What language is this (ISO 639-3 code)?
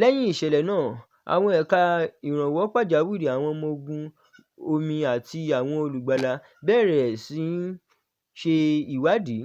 yor